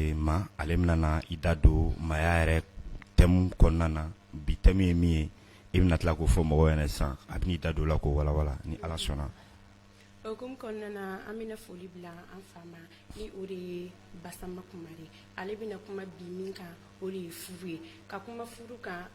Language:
Bambara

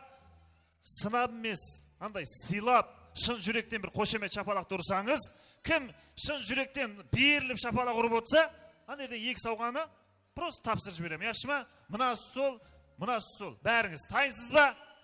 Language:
Kara-Kalpak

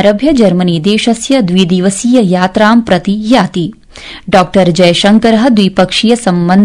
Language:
Sanskrit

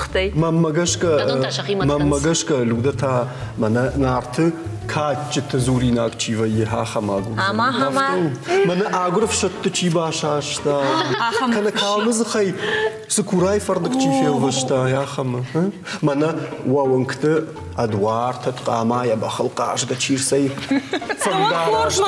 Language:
Ossetic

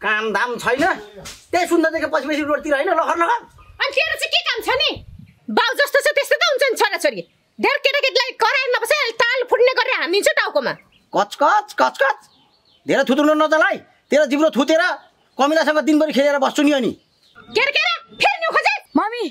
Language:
Nepali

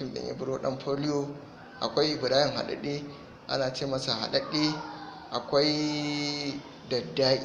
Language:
Hausa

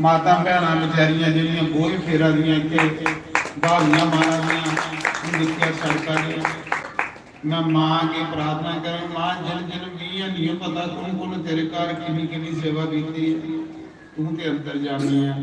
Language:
Dogri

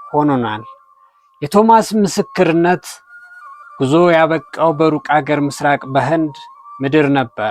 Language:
Amharic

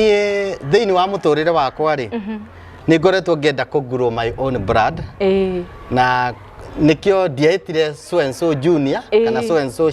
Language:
Kikuyu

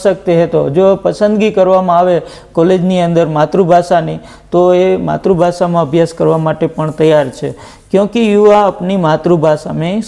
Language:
Gujarati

